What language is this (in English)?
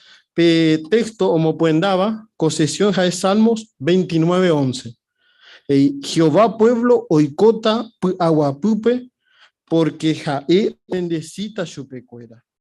Guarani